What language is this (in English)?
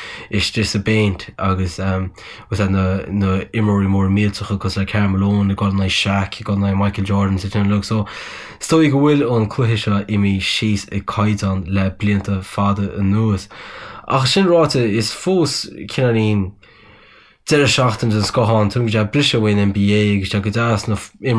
Irish